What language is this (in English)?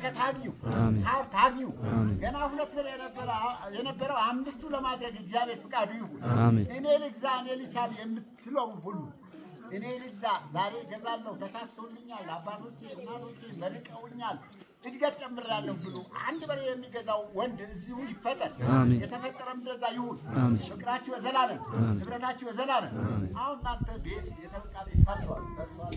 Amharic